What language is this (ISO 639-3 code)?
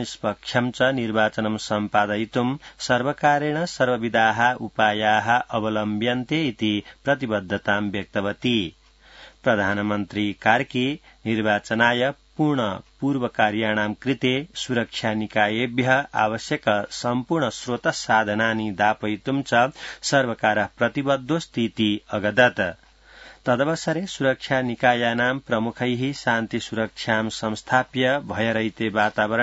san